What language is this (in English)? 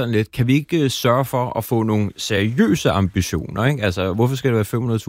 Danish